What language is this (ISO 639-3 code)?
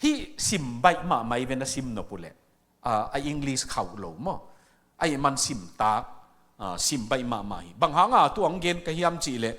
ctd